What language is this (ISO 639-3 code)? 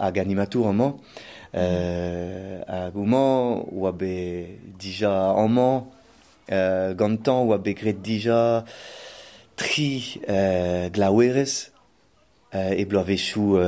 bre